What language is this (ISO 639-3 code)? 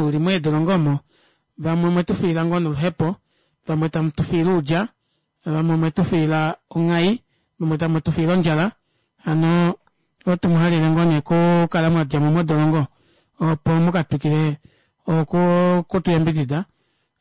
kua